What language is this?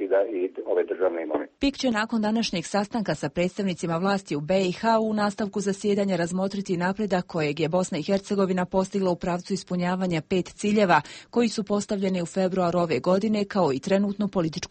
Croatian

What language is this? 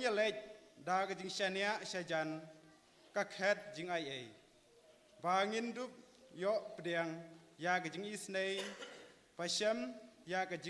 Khasi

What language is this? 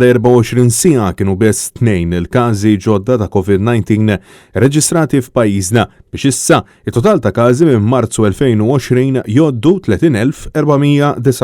Maltese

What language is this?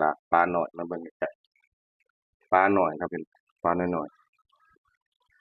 Northeastern Thai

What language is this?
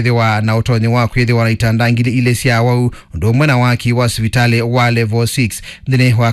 Kamba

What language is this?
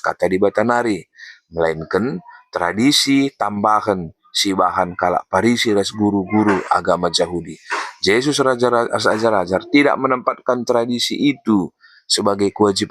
Batak Karo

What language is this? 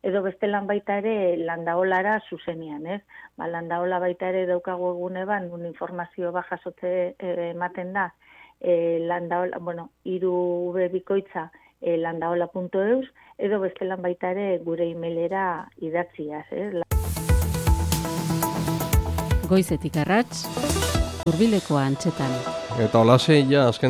Basque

